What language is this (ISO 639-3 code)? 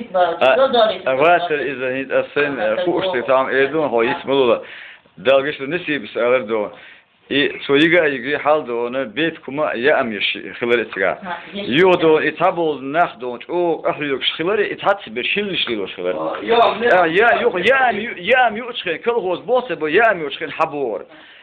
che